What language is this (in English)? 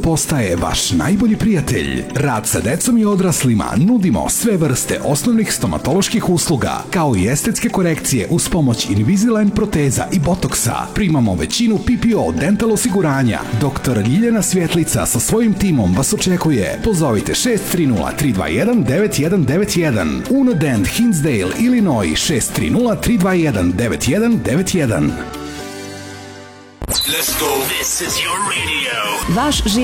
Serbian